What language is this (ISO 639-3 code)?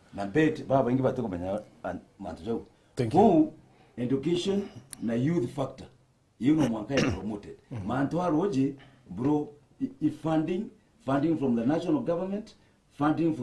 mer